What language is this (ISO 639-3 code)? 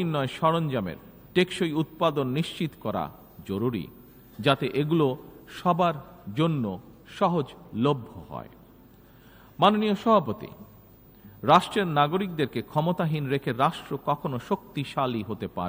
ben